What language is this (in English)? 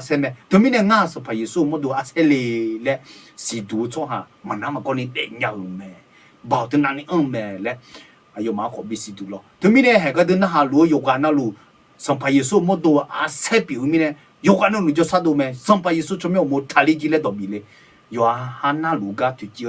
Akha